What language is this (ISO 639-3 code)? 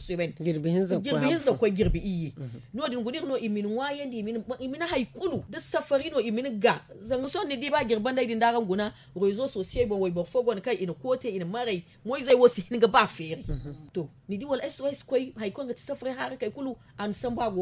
dje